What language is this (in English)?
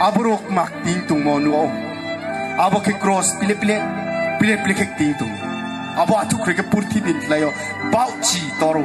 Riang (India)